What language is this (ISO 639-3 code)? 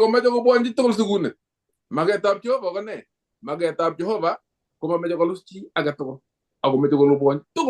kln